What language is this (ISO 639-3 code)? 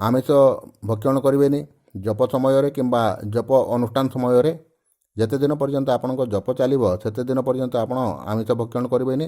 ori